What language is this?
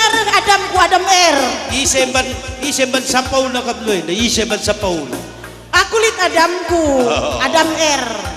Batak Karo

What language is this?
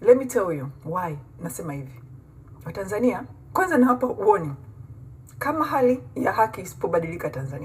Swahili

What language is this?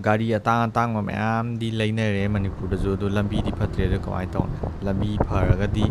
Manipuri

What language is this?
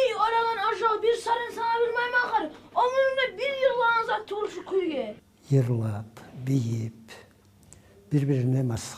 Kumyk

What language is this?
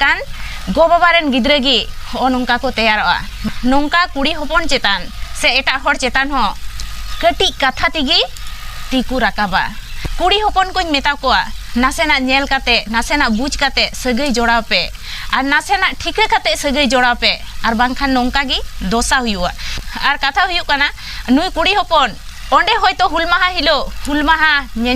Santali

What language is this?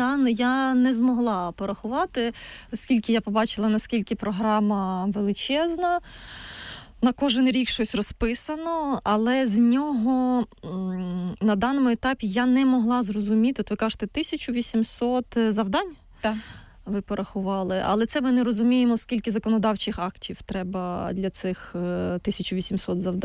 Ukrainian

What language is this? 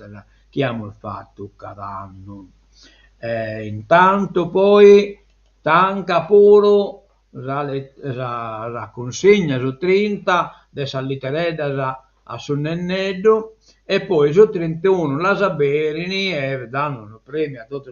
Sardinian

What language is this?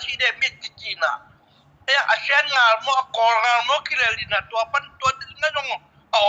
Tedim Chin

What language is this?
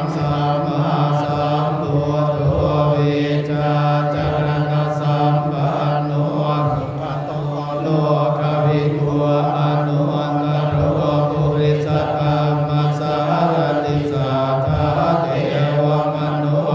Pali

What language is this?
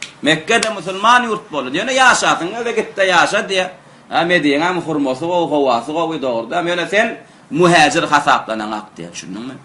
Turkmen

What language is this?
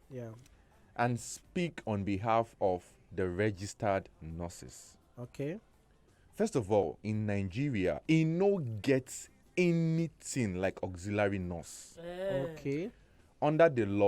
Nigerian Pidgin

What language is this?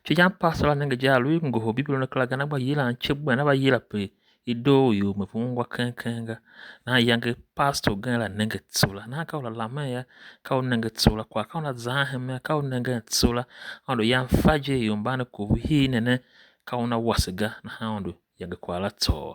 Tiv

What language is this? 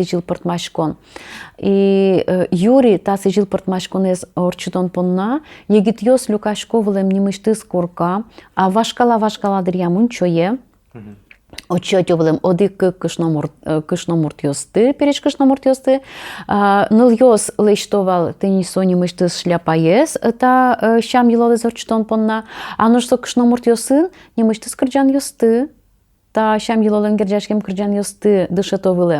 Udmurt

